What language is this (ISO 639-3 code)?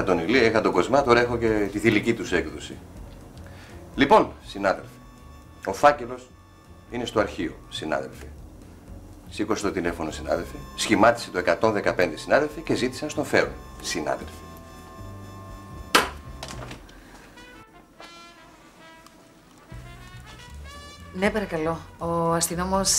ell